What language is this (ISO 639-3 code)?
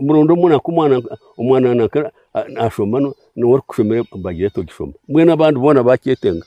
nyn